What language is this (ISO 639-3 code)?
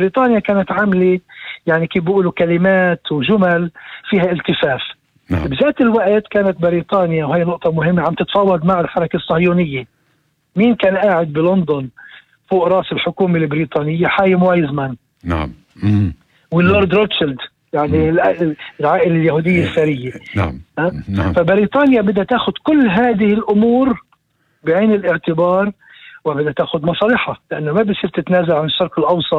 apc